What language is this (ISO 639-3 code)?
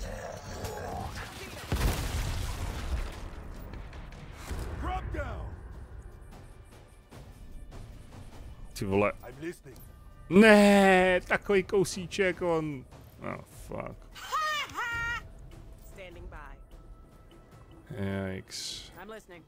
ces